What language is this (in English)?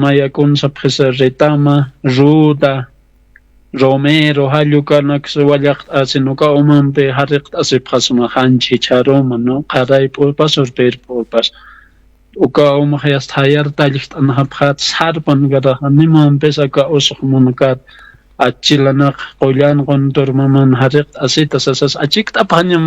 Aymara